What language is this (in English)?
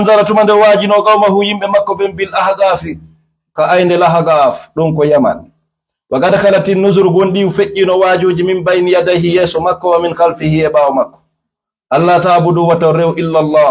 Fula